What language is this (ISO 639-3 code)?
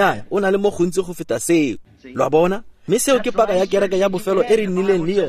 tsn